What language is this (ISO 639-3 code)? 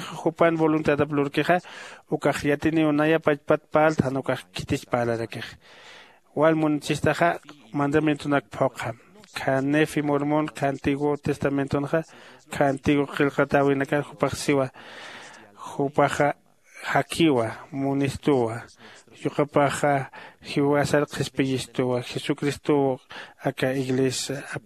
aym